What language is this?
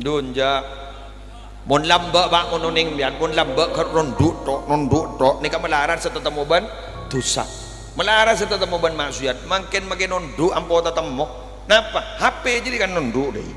Madurese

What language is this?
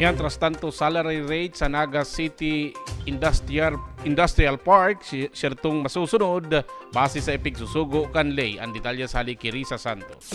Bikol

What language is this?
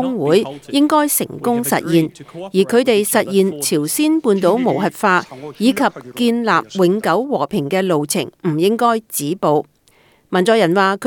Cantonese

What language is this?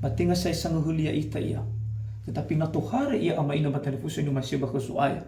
Nias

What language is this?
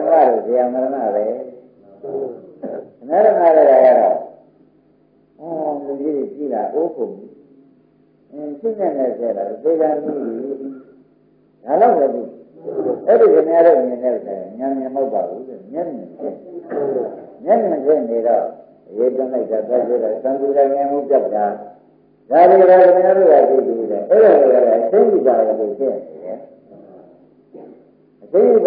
Burmese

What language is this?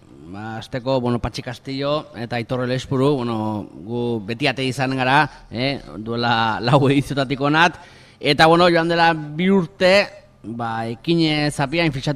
Basque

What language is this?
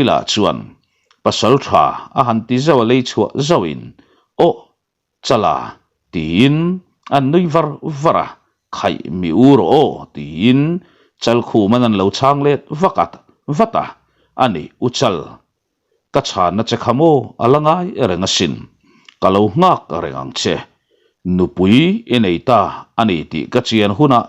Mizo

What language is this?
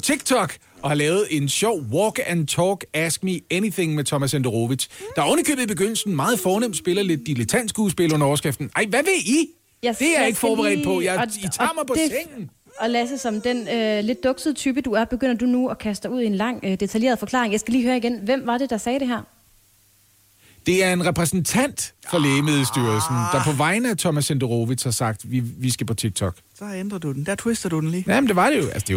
Danish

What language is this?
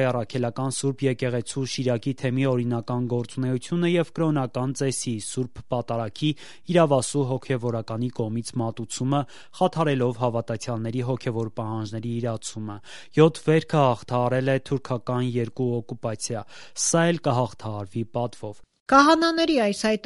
Armenian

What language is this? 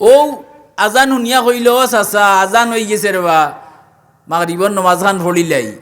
Sylheti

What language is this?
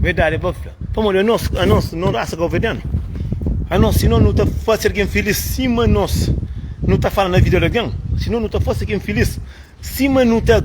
Kabuverdianu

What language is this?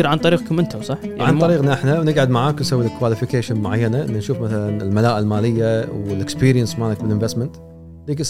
Gulf Arabic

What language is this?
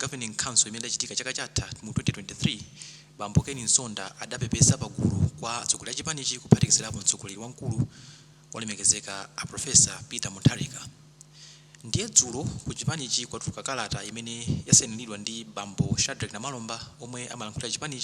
Nyanja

